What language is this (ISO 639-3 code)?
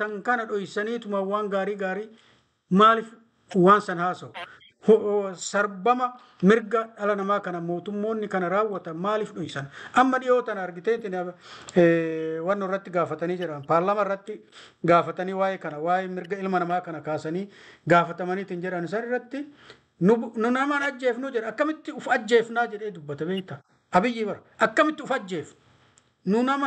orm